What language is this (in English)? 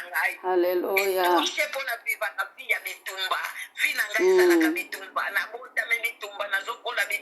Lingala